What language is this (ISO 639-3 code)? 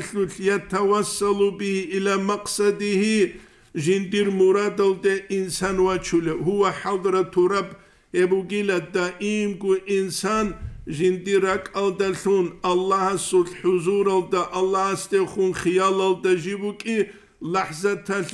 ava